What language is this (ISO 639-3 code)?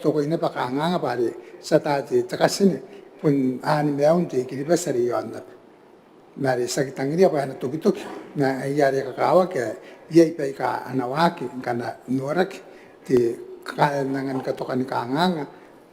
gil